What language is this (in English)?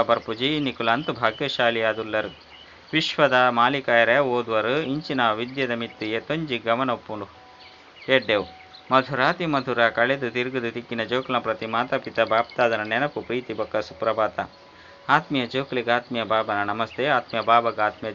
Tulu